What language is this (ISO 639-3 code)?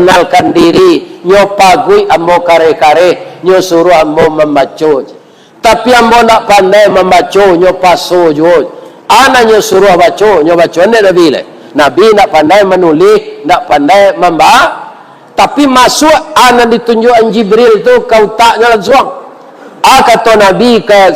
min